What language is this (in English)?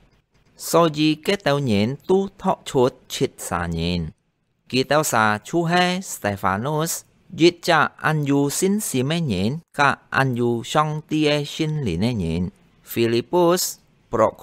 Hakka Chinese